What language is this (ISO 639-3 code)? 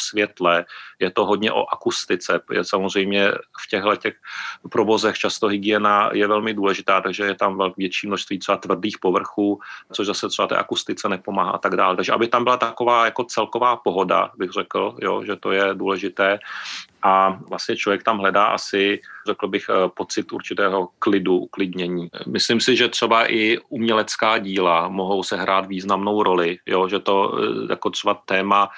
ces